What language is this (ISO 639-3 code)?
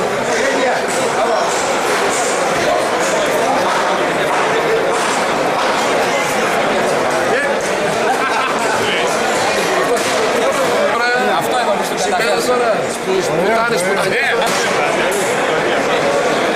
ell